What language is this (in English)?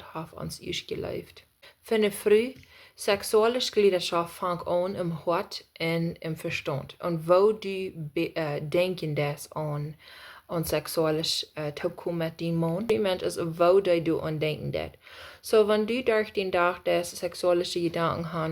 Plautdietsch